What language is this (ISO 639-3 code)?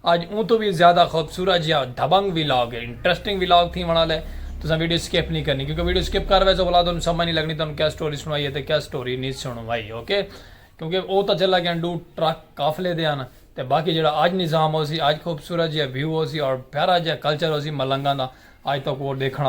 skr